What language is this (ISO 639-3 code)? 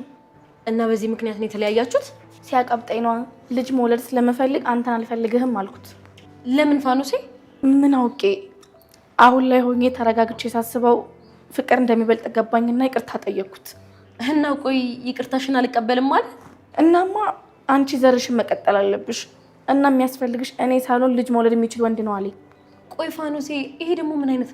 amh